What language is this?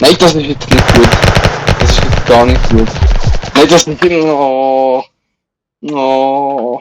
Swiss German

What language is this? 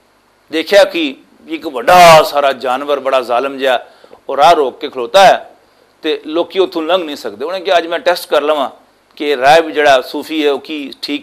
Western Panjabi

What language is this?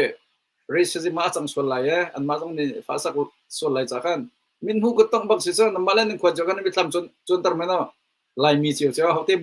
Hakha Chin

